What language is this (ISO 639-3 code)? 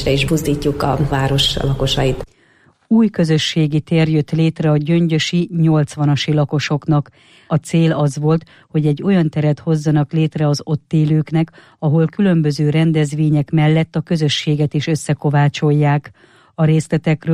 hun